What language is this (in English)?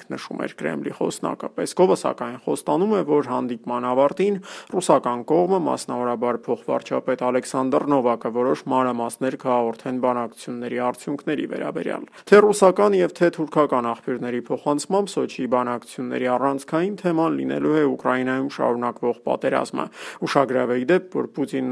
Armenian